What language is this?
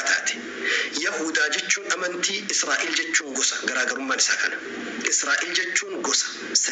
Oromo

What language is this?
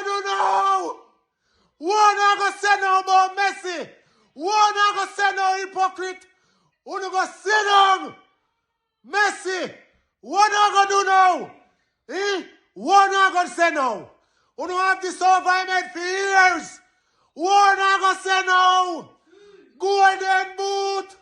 Jamaican Creole English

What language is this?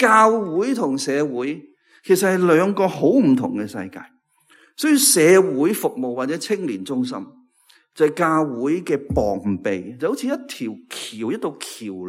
Cantonese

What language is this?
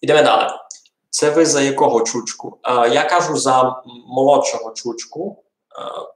Rusyn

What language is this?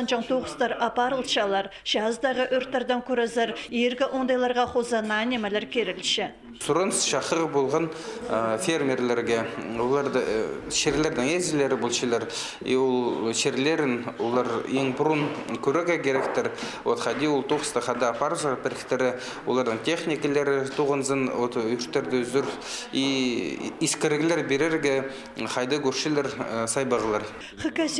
Khakas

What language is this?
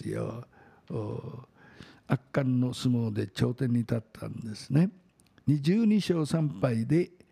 Japanese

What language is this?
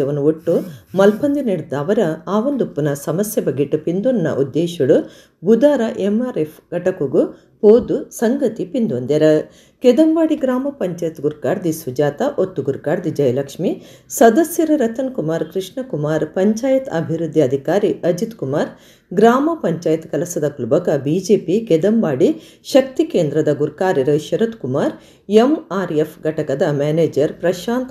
Tulu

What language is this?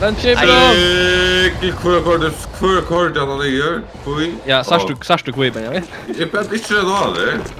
Faroese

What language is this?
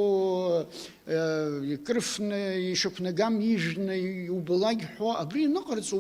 Abkhazian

